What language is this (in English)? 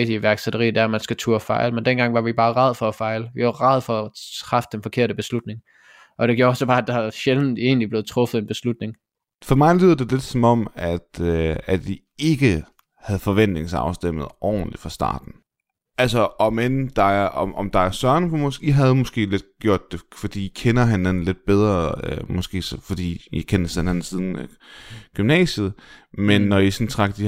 Danish